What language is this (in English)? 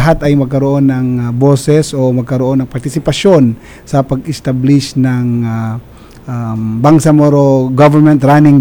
Filipino